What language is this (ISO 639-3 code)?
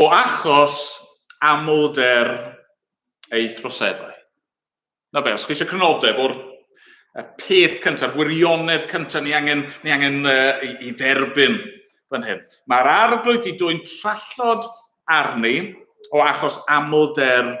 cym